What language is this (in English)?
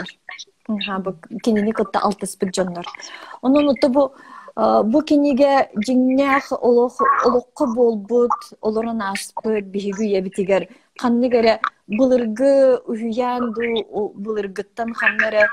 Yakut